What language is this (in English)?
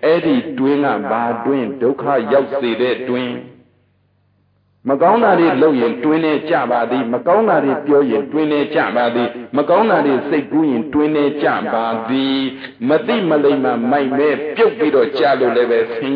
Burmese